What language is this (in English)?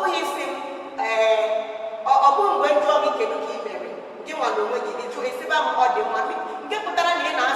Igbo